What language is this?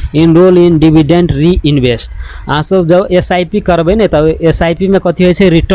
Maithili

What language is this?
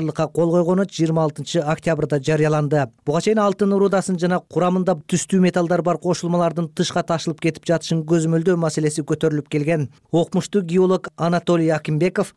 Kyrgyz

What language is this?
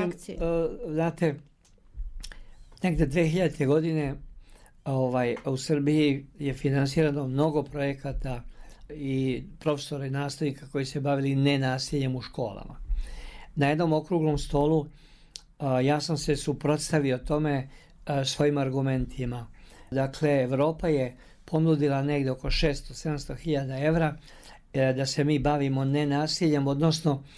Serbian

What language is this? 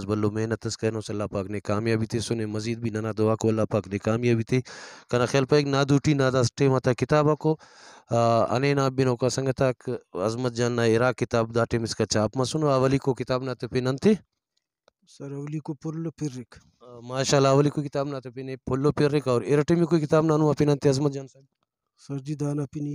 Brahui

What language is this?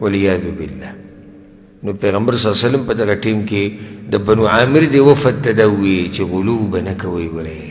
Pashto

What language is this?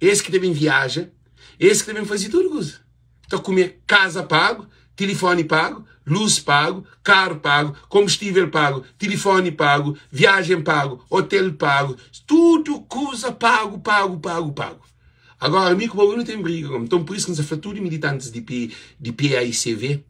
Kabuverdianu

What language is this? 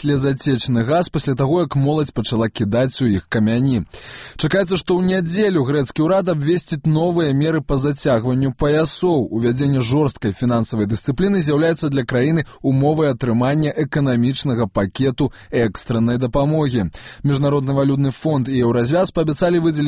Belarusian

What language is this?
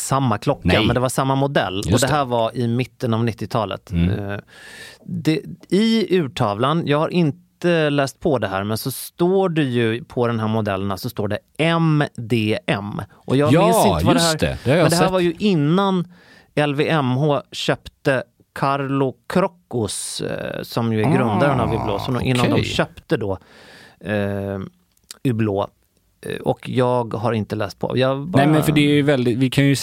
Swedish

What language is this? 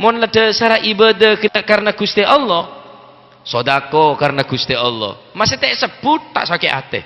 Madurese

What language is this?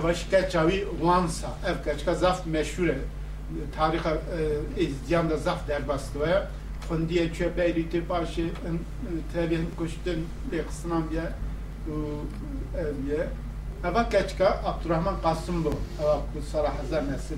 Kurdish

